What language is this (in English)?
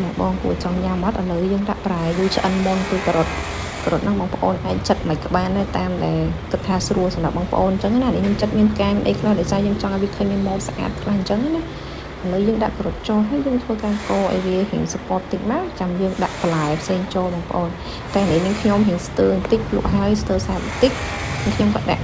Khmer